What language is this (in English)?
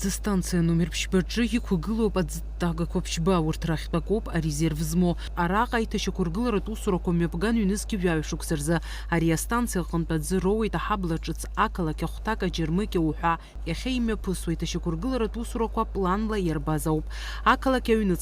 Abkhazian